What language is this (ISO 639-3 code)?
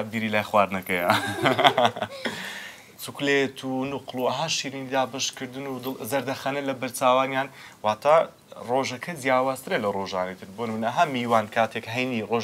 ckb